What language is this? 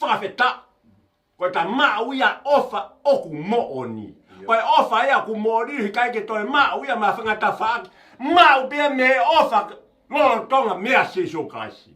Tongan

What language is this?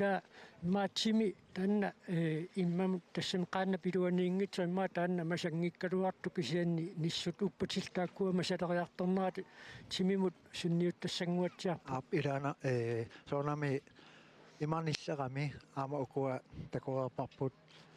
Kalaallisut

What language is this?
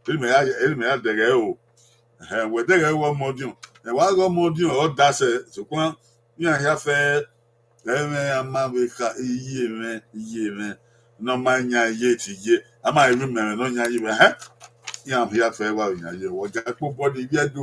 Bini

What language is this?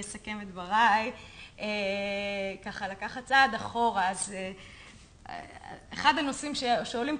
Hebrew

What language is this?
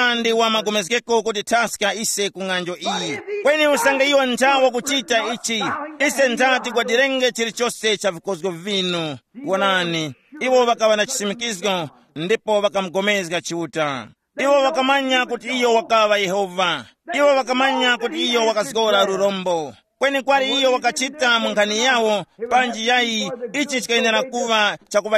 Tumbuka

